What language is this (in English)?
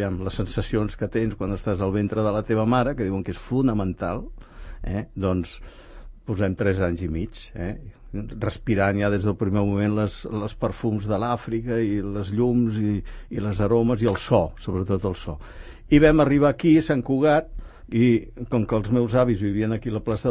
Catalan